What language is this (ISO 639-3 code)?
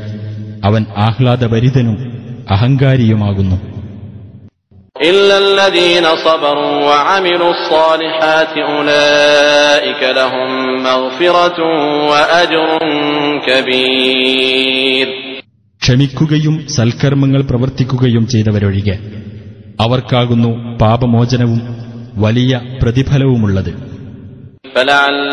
mal